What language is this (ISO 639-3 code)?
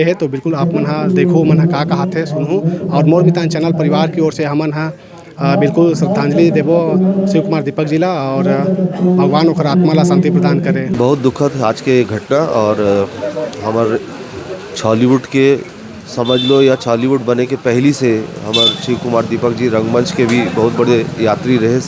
hne